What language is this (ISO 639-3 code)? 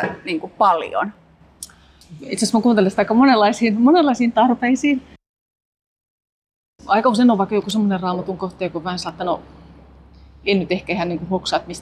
fin